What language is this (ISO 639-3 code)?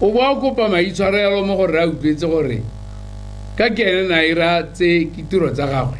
tsn